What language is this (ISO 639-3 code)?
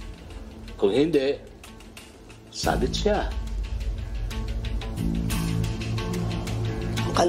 fil